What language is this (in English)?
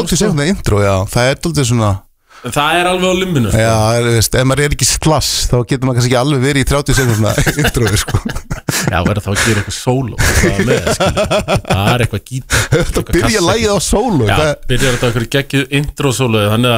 Icelandic